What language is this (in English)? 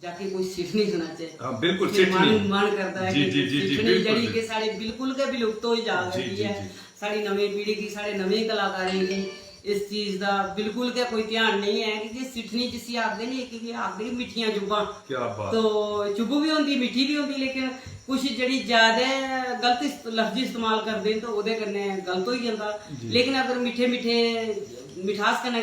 Dogri